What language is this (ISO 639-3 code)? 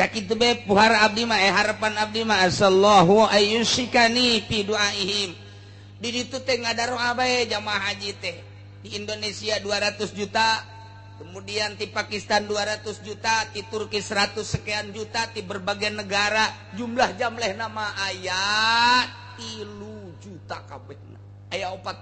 sun